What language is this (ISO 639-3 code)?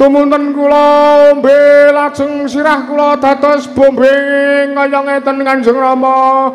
jav